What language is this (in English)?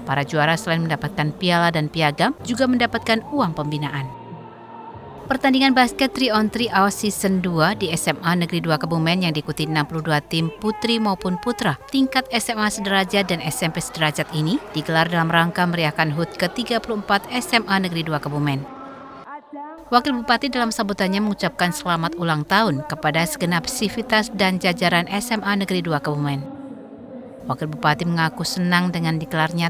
Indonesian